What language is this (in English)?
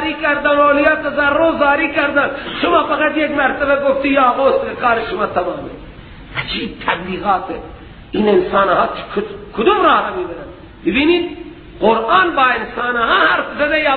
Persian